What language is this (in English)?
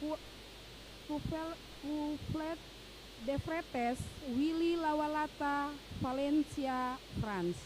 Ambonese Malay